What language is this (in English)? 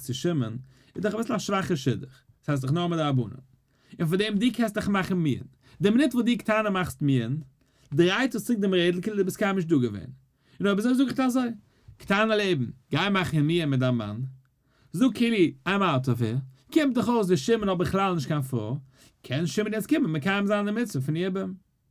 Yiddish